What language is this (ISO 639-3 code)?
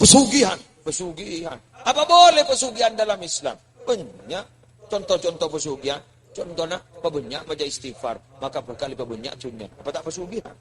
mad